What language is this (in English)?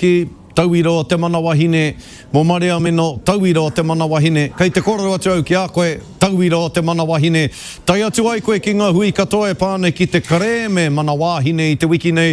Māori